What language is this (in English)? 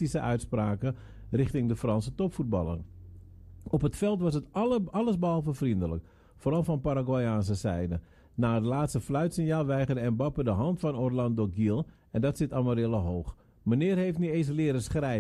Dutch